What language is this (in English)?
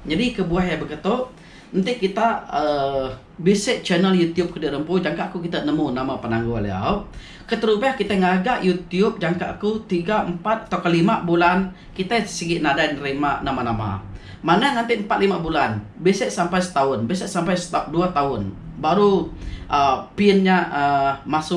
Iban